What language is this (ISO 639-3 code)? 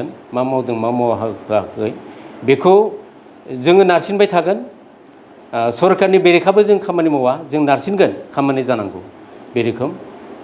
brx